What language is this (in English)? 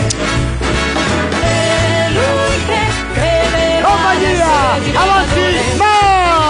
Italian